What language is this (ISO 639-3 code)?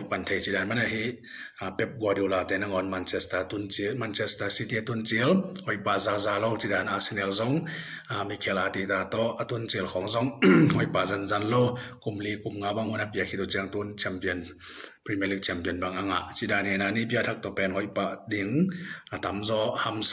ctd